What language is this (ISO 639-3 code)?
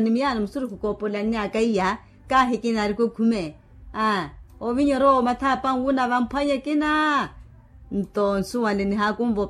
vmw